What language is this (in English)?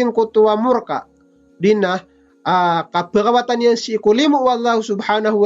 Maranao